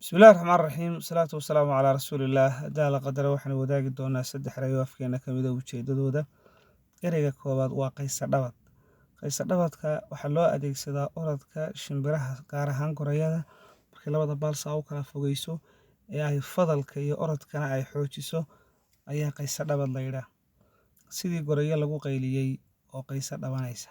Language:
Somali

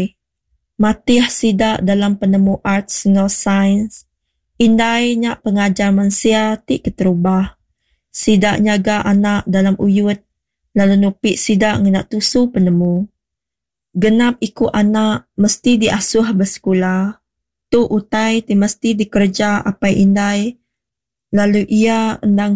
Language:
Iban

